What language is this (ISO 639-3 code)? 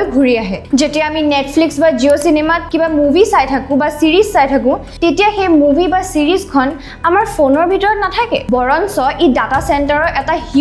asm